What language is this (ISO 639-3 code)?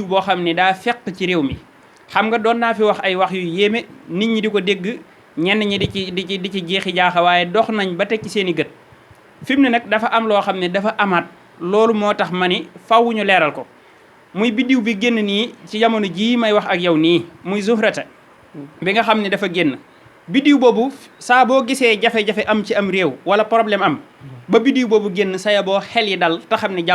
wol